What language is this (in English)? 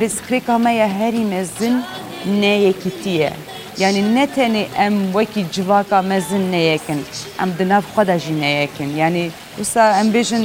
Kurdish